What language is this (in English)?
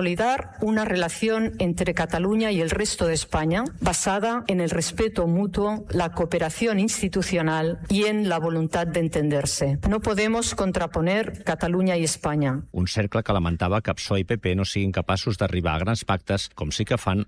Catalan